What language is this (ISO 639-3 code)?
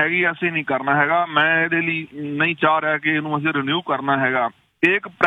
pan